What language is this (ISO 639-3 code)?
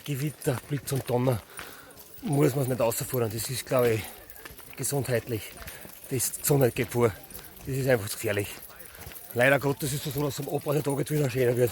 bar